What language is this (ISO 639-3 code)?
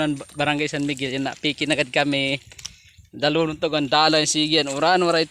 war